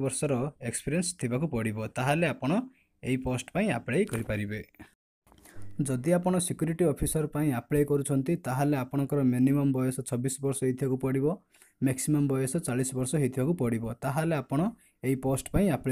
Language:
Odia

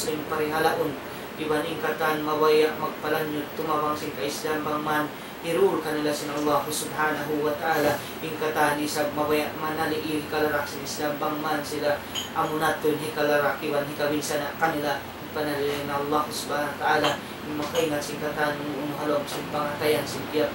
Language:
Tausug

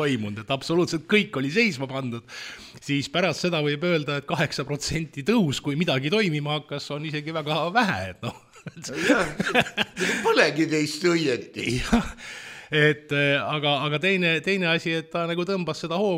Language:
Estonian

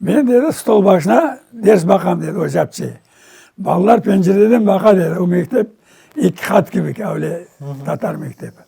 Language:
Crimean Tatar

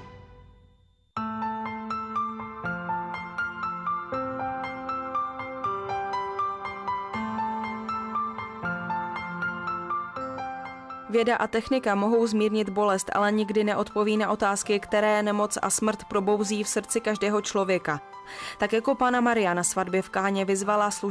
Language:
Czech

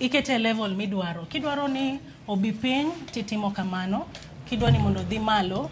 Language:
Luo (Kenya and Tanzania)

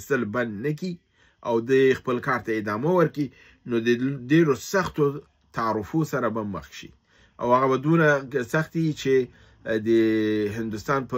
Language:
Pashto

